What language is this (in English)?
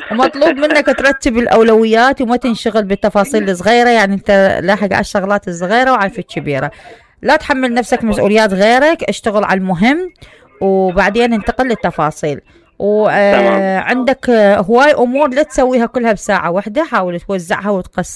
Mesopotamian Arabic